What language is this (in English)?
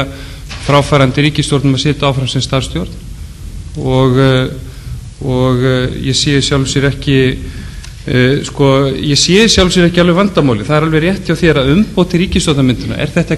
Icelandic